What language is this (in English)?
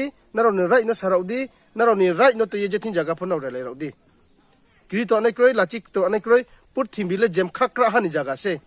Riang (India)